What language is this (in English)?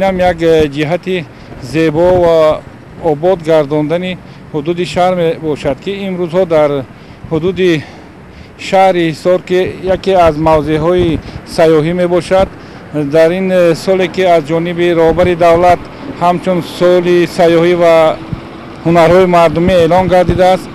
Tajik